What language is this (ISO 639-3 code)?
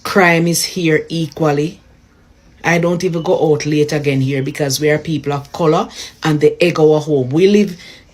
jam